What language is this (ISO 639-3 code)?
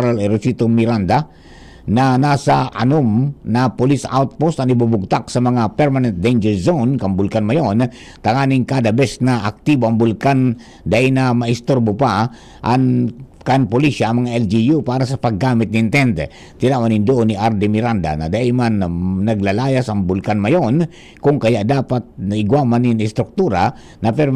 bik